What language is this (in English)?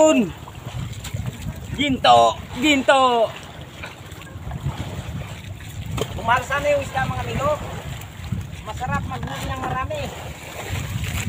Filipino